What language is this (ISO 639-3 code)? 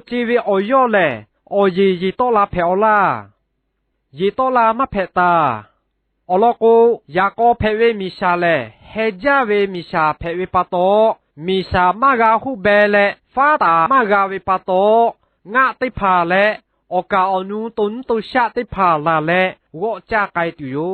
lhu